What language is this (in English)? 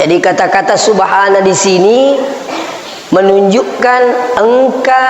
Buginese